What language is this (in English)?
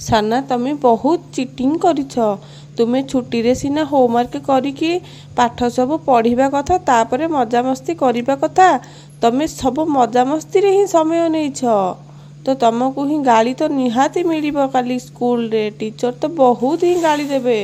Odia